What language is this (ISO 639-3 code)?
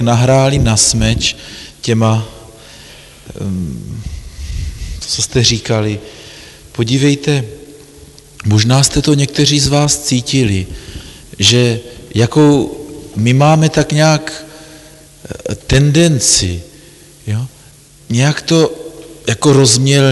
ces